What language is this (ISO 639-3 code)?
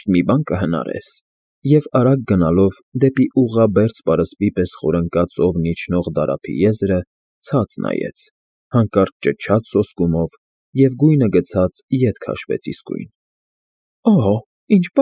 hye